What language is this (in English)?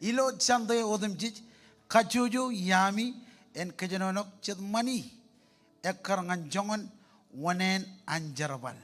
Marshallese